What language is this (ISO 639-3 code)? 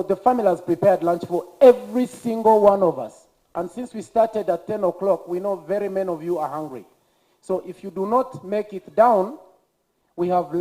nyn